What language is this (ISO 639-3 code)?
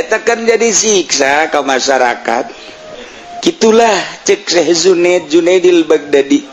sun